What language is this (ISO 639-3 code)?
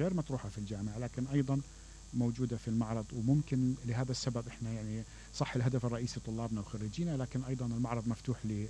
acm